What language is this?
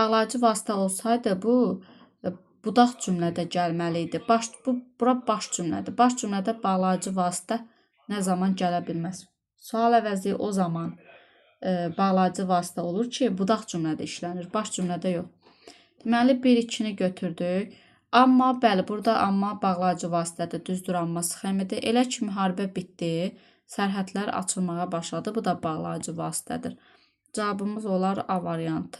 Azerbaijani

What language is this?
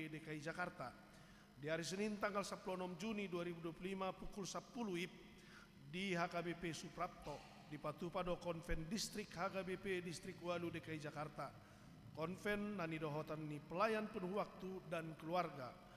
Batak Toba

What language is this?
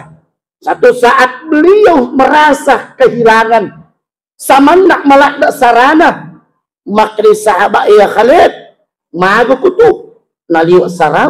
Buginese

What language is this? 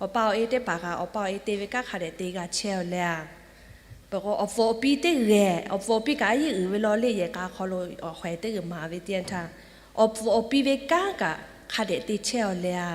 Lahu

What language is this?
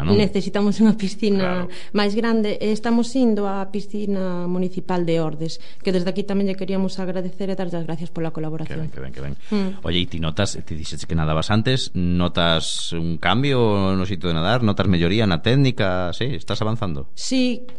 Galician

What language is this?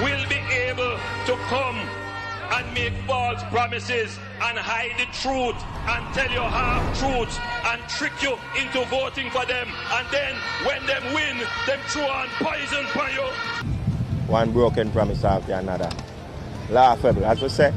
Jamaican Creole English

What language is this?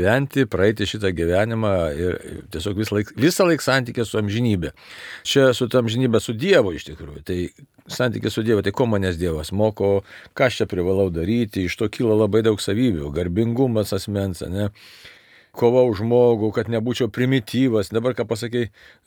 Lithuanian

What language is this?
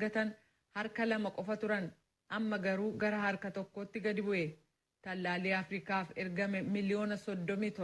Oromo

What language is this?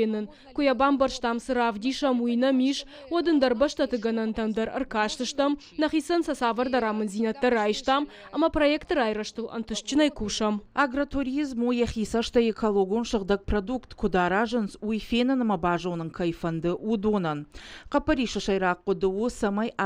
Ossetic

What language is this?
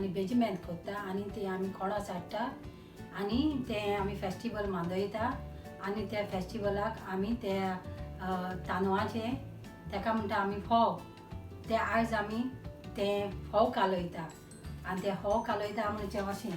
Konkani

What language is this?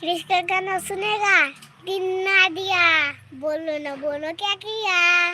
Maithili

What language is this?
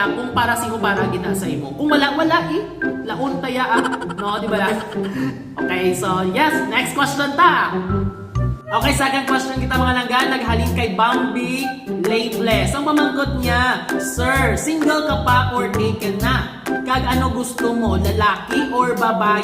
Hiligaynon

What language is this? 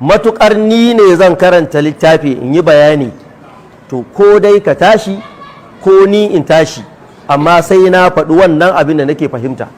Hausa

